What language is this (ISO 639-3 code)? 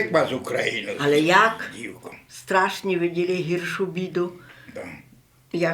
rue